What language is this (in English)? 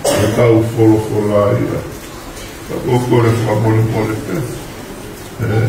Tongan